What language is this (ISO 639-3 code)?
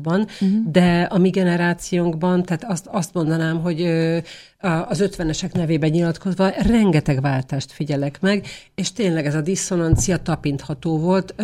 hun